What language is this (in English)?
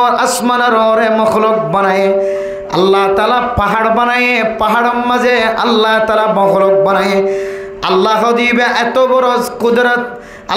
Rohingya